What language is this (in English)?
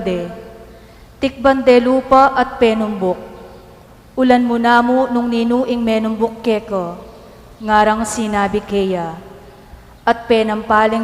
Pampanga